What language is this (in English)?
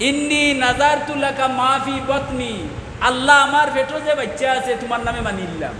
Sylheti